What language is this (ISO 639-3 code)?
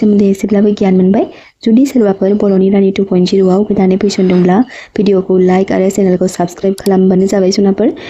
brx